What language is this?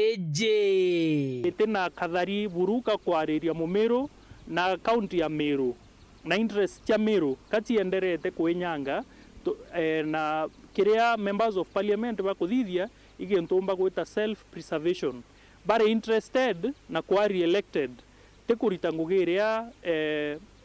Meru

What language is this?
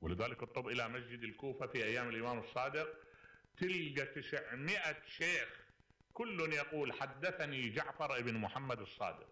Mesopotamian Arabic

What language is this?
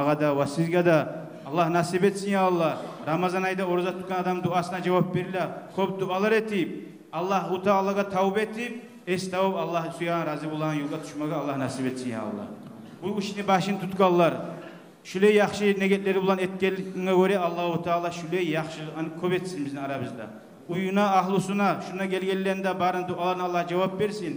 Kumyk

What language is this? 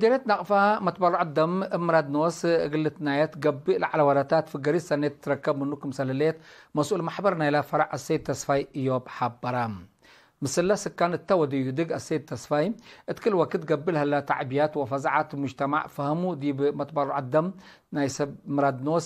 Tigre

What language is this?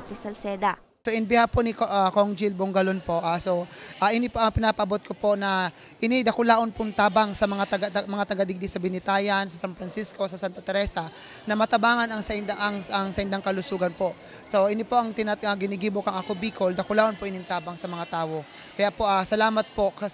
Bikol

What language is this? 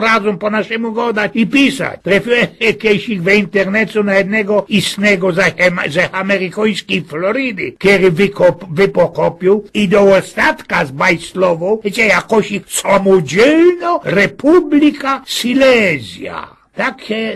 Silesian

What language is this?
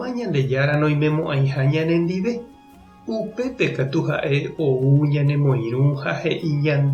Guarani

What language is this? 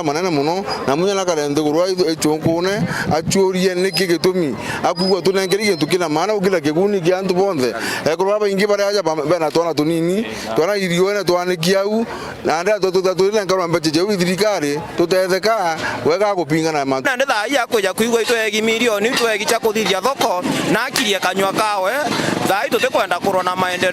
Meru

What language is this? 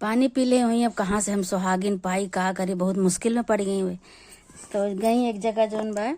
Awadhi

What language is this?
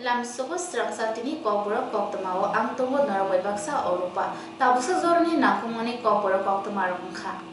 Kok Borok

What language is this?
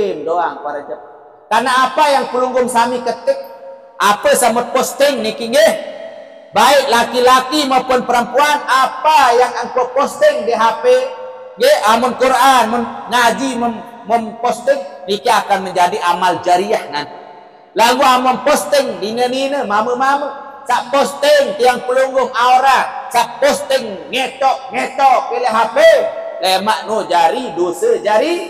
Sasak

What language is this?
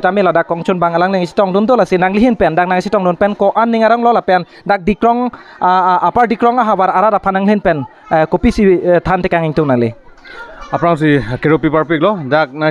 Karbi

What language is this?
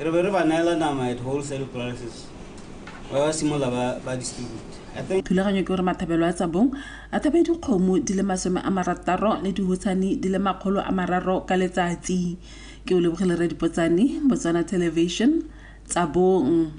Tswana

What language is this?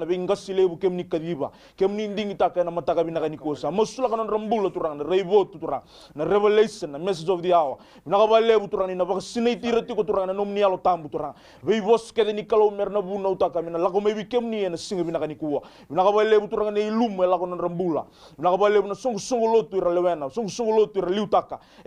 Fijian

